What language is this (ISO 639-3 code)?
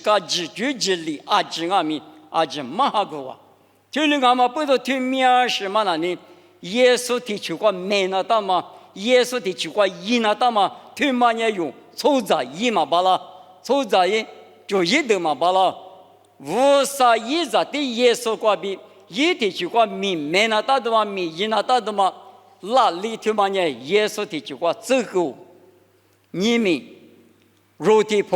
lis